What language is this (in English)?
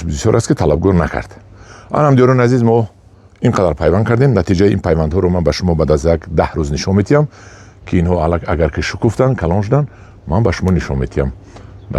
Tajik